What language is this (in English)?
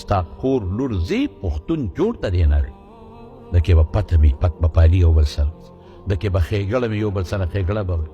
Pashto